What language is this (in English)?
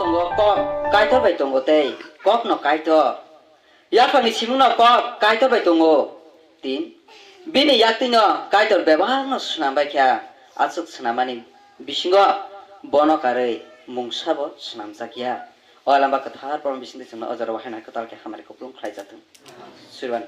Kok Borok